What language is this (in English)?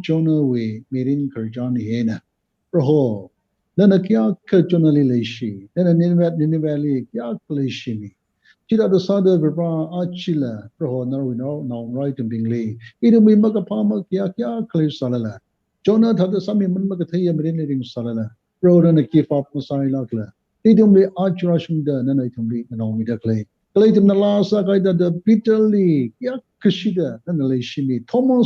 Tangkhul Naga (India)